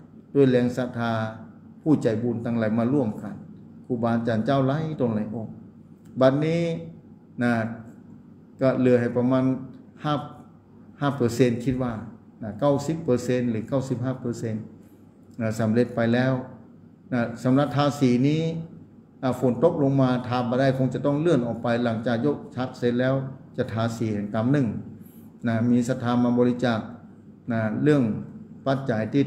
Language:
Thai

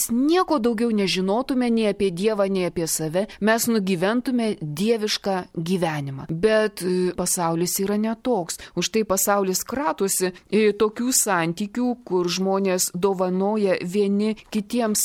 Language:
Lithuanian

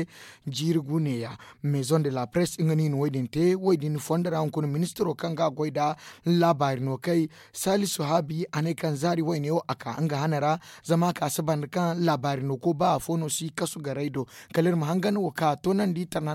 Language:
Zarma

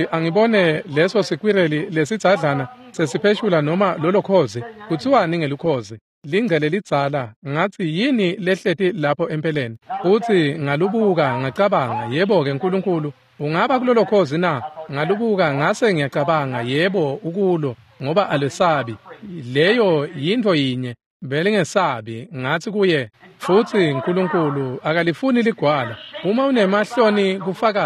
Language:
Swati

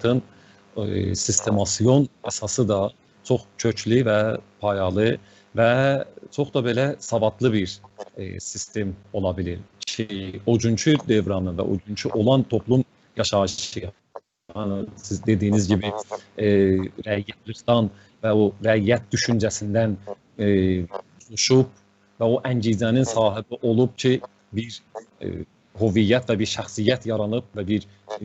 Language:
South Azerbaijani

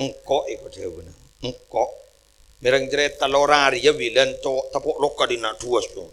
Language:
Madurese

